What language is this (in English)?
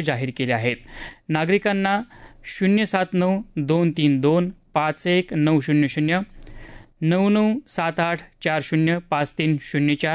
Marathi